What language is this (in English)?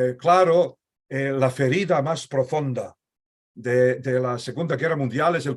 Ladino